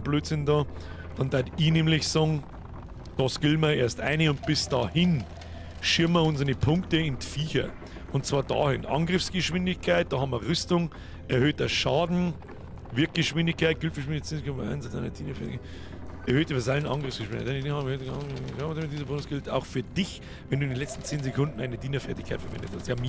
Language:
Bavarian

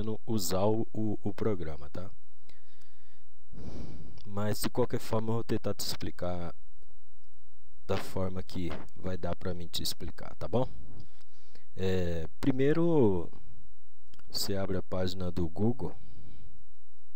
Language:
Portuguese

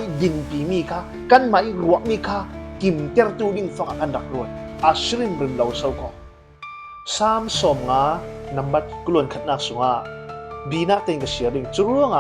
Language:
Falam Chin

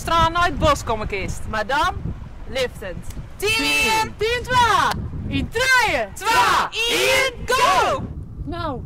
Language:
Western Frisian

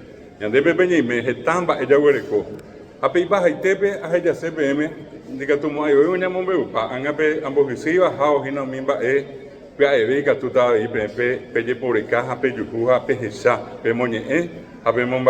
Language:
Guarani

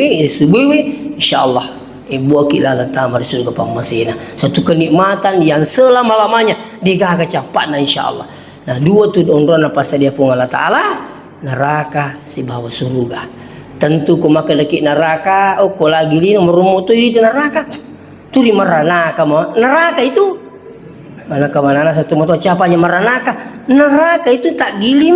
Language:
Buginese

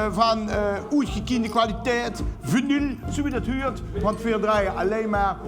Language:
Limburgish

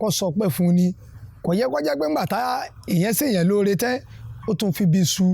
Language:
Yoruba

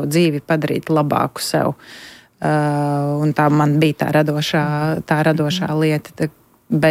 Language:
Latvian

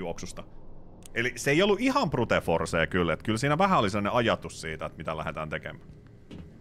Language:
Finnish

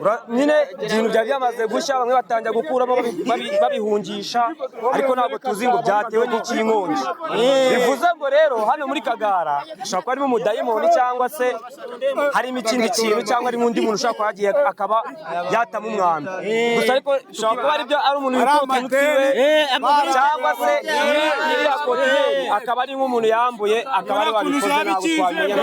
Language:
Kinyarwanda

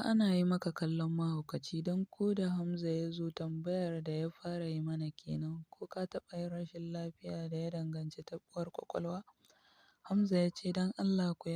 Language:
Hausa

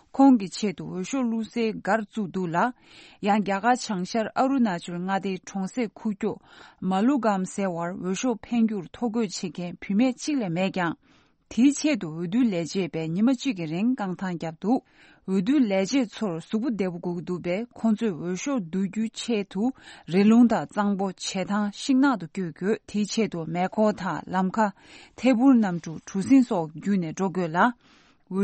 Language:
Tibetan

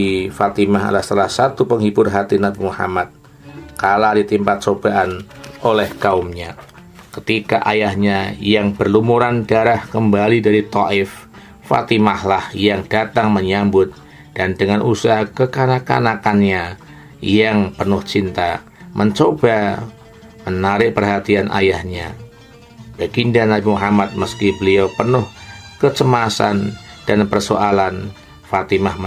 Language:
Indonesian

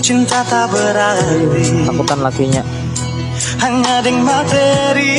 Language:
Banjar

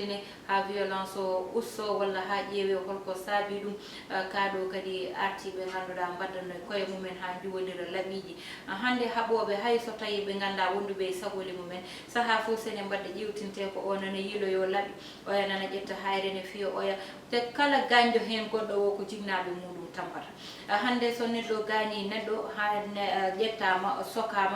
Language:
Fula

